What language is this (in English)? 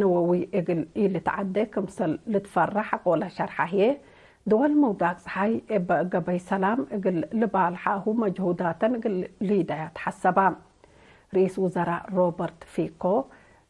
Tigre